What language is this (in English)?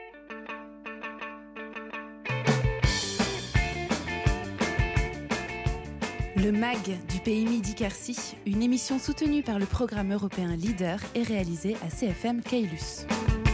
French